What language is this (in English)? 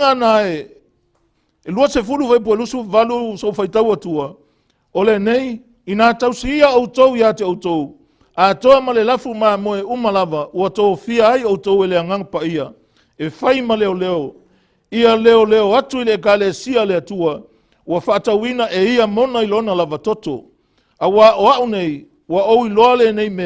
Samoan